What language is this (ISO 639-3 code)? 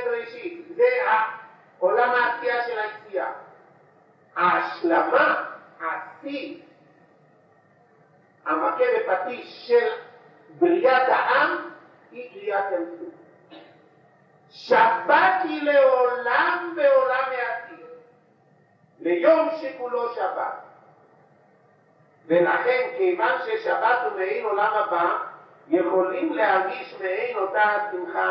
heb